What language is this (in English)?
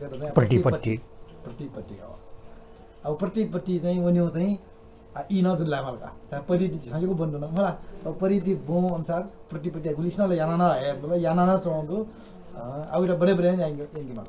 Newari